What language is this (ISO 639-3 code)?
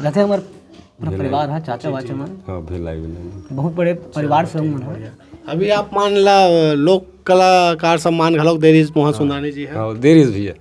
hne